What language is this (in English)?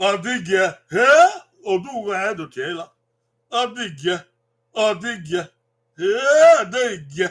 Bini